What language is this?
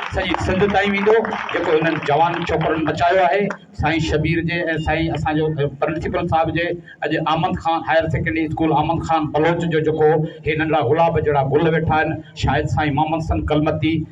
Sindhi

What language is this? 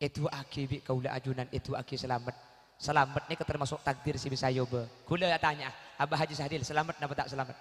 Madurese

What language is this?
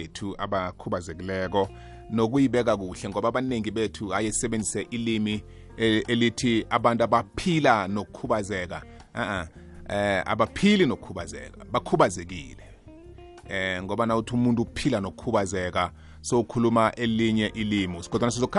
South Ndebele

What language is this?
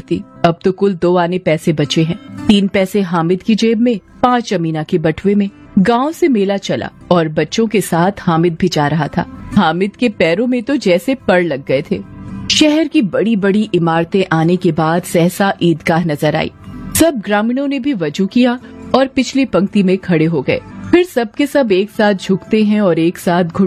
Hindi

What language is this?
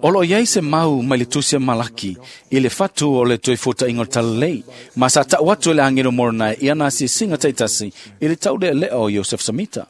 Samoan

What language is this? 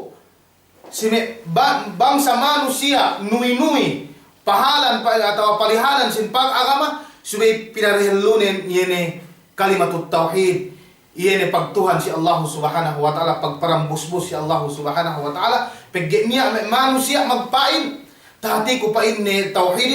Yakan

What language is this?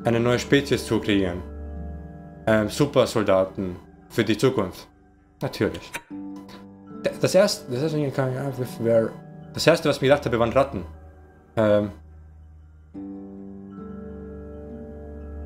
German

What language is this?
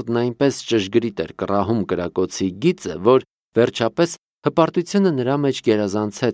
Armenian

